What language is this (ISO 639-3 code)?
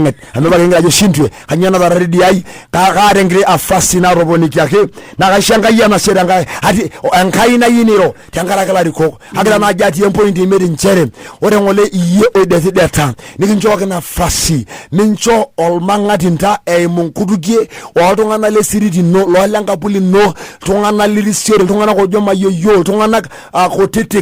mas